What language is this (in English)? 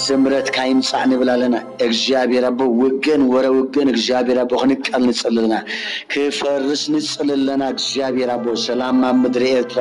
Tigrinya